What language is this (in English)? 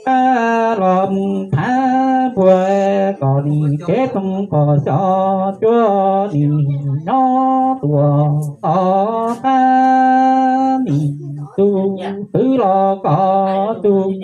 Hmong